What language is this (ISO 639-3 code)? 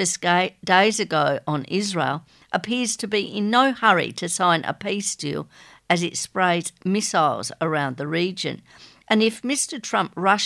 eng